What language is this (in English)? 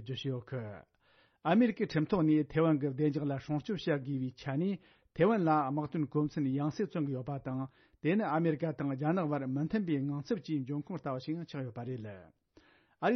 Tibetan